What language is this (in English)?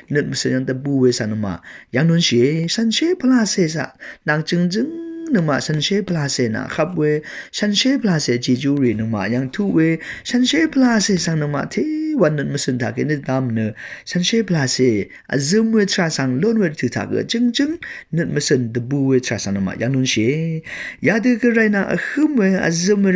Rawang